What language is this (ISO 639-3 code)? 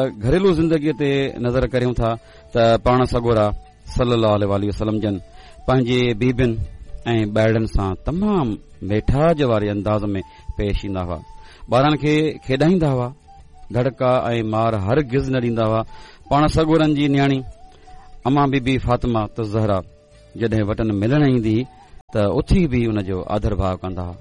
snd